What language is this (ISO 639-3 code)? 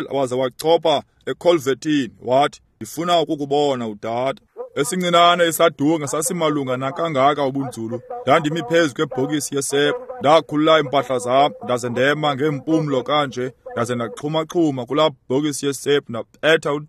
xho